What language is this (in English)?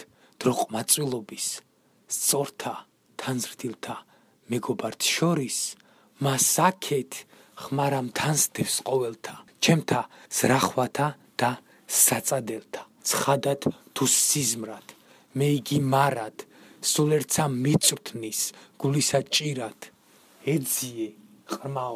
Georgian